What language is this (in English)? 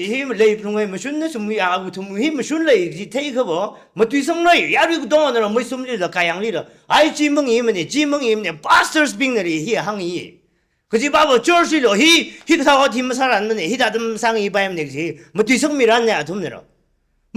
Tangkhul Naga (India)